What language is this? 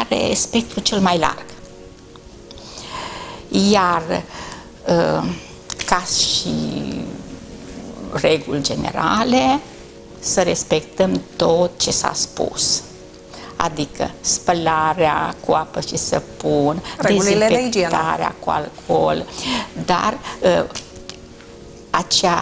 Romanian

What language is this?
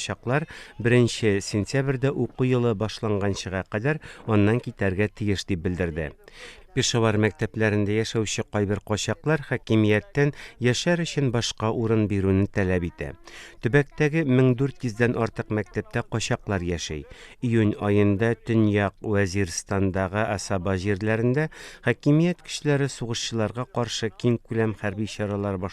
Tatar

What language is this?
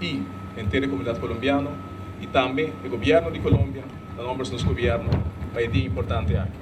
Papiamento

